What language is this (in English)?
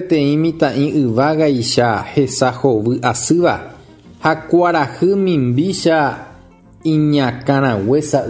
Guarani